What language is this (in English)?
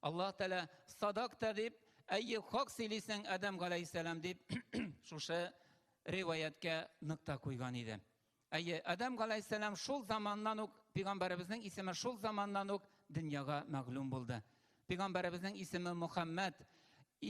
Tatar